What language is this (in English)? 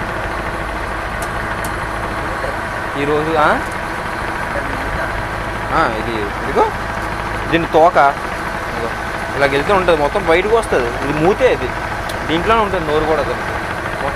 Telugu